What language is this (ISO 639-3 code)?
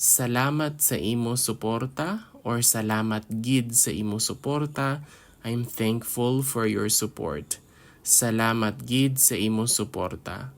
hil